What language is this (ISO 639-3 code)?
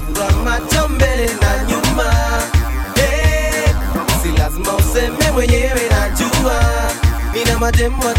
swa